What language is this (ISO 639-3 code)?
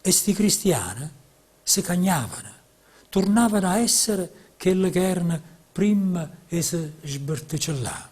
nap